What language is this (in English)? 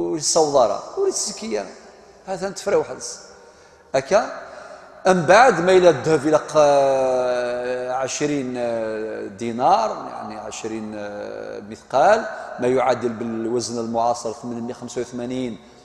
Kabyle